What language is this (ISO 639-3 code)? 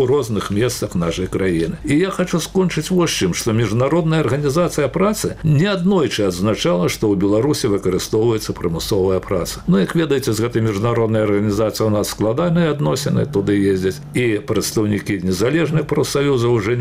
bel